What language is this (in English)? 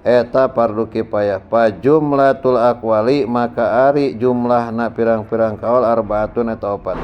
Sundanese